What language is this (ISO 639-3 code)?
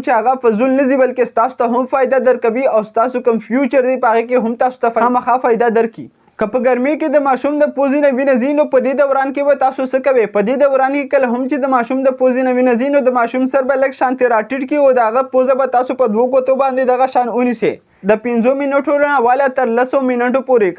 pus